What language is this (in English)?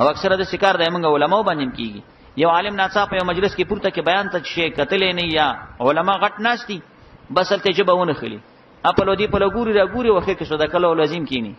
Pashto